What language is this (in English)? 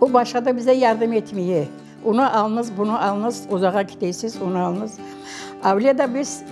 Crimean Tatar